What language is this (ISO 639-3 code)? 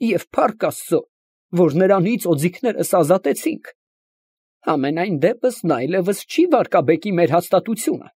hye